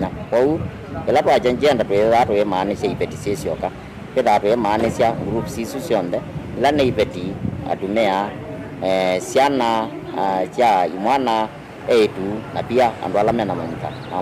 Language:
Kamba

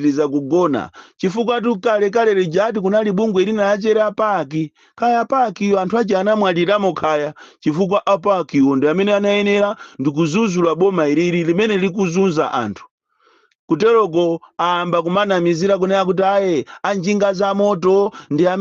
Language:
Nyanja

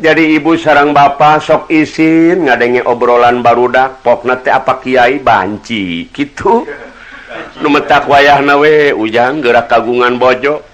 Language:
Sundanese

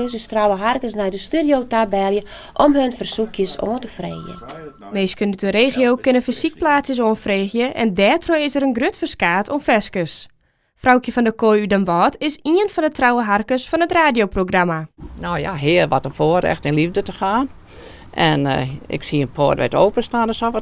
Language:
Western Frisian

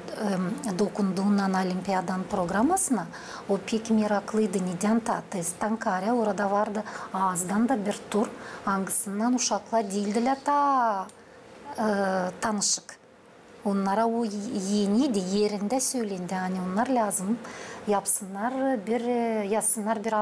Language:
Gagauz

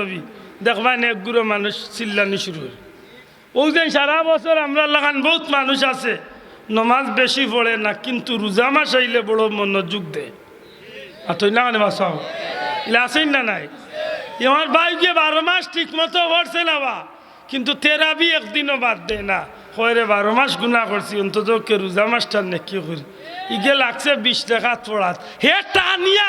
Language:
Sylheti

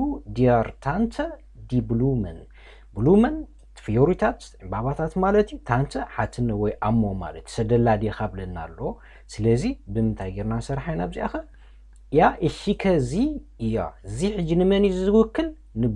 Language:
Tigrinya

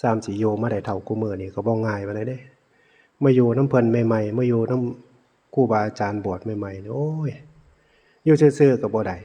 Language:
Northeastern Thai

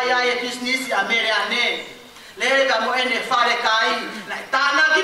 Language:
Tongan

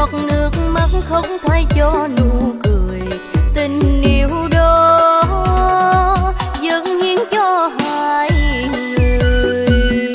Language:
Vietnamese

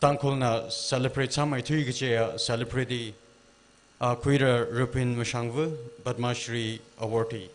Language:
Tangkhul Naga (India)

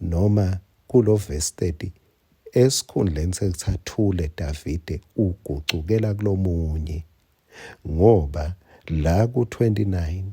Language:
Swati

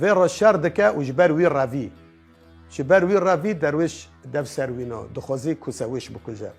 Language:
Kurdish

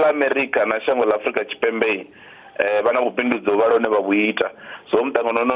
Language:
Venda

